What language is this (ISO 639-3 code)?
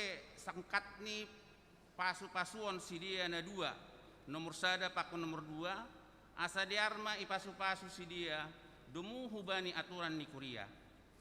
bts